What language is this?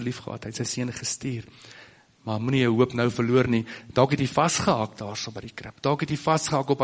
Afrikaans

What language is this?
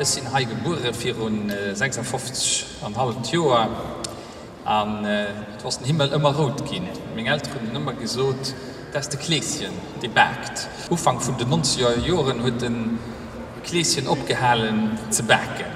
Luxembourgish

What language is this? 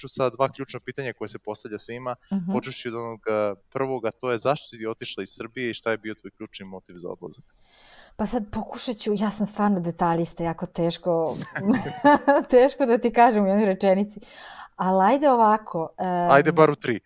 Serbian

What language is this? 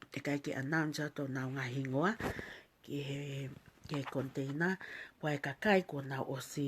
Tongan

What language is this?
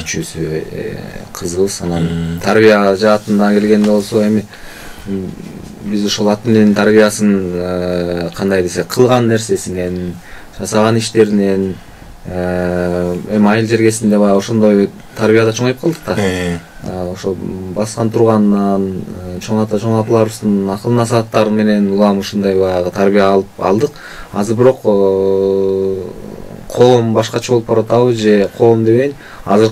Kyrgyz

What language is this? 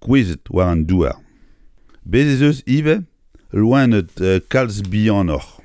Breton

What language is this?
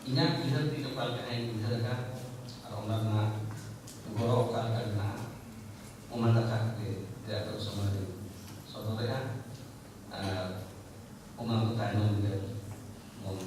Santali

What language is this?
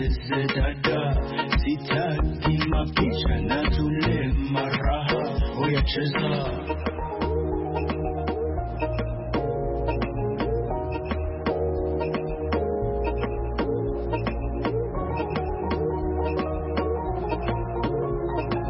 Swahili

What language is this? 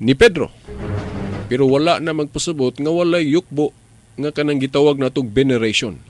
Cebuano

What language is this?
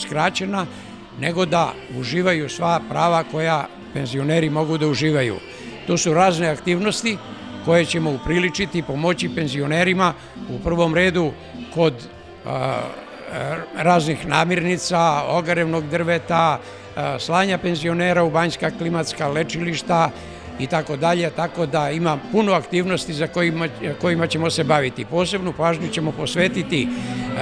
Serbian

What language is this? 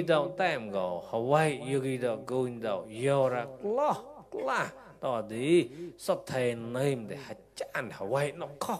Mon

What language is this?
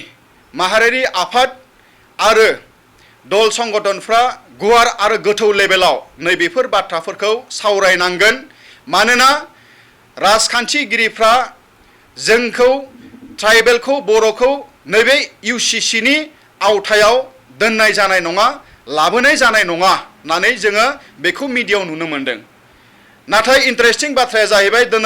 Bodo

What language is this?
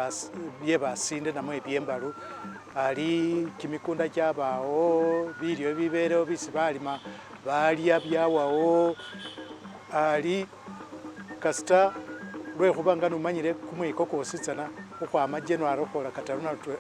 Masaaba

